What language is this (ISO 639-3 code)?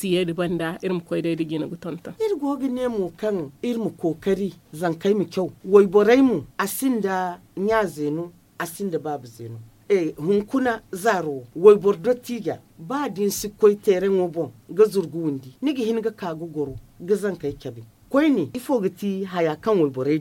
dje